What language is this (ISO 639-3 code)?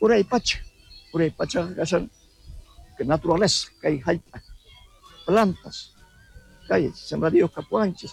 quh